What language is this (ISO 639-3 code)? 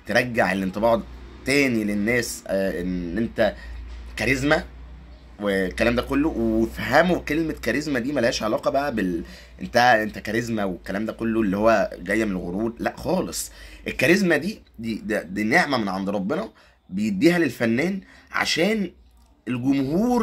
arz